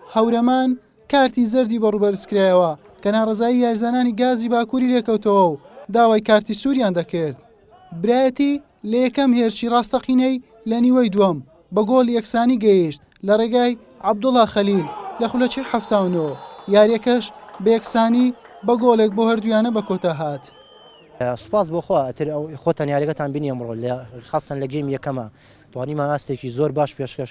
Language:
Central Kurdish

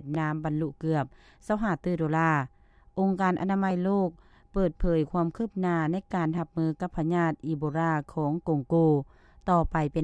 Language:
Lao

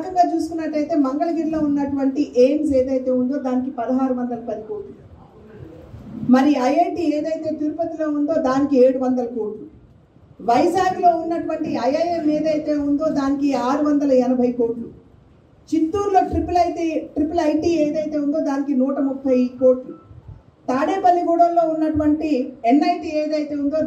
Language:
Telugu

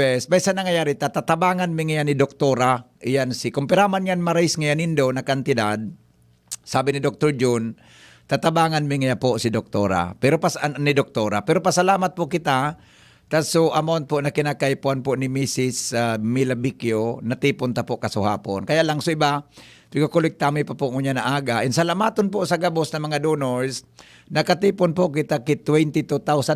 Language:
Bikol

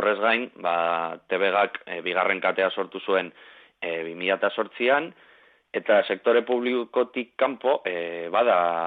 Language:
Basque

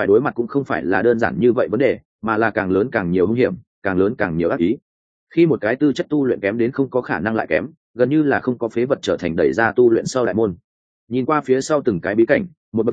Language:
Vietnamese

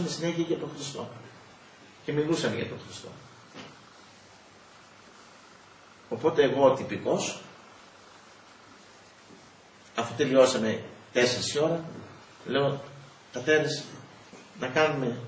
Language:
Greek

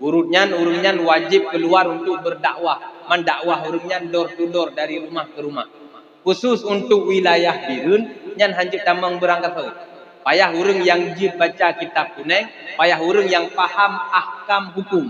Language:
Achinese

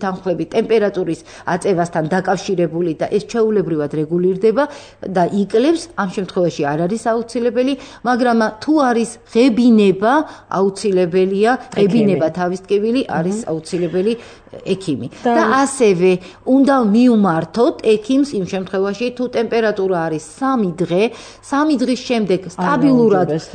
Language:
Georgian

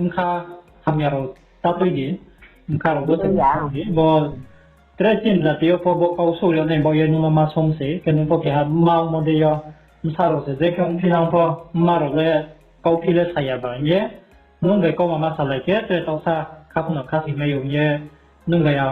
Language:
Riang (India)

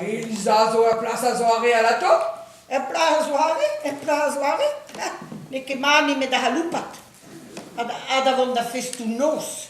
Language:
Breton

